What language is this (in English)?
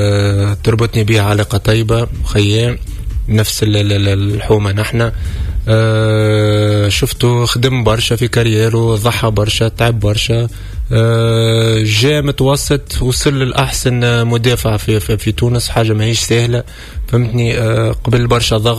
Tunisian Arabic